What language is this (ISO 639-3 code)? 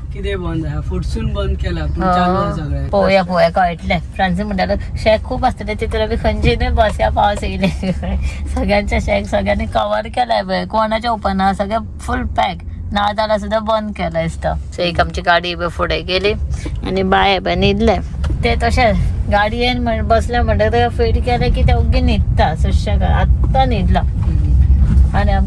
kok